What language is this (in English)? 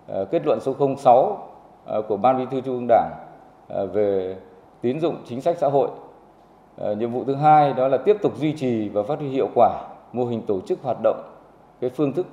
Vietnamese